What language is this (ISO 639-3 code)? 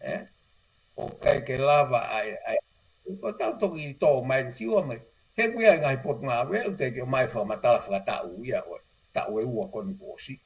ton